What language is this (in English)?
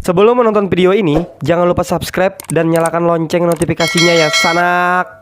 Banjar